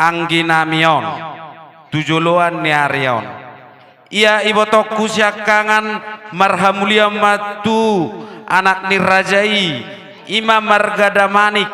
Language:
Batak Toba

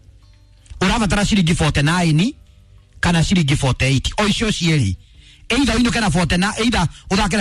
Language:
Kikuyu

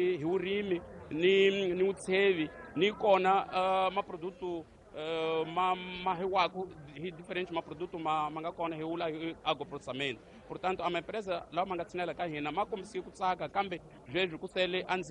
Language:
Tsonga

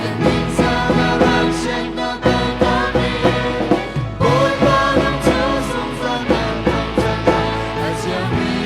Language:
Falam Chin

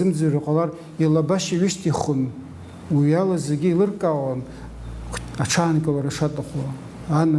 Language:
Abkhazian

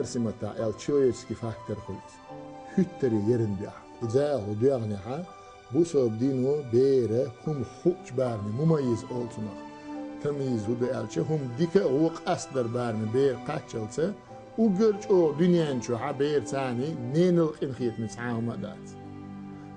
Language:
Chechen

